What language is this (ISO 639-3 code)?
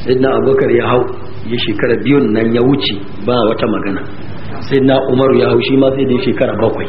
hau